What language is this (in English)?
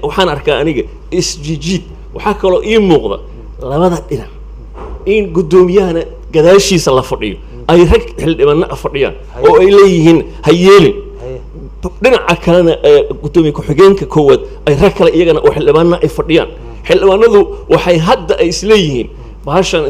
Somali